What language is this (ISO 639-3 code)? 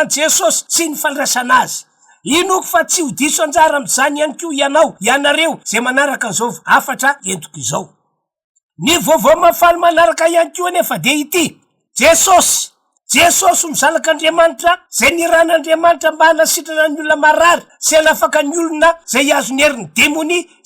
mlg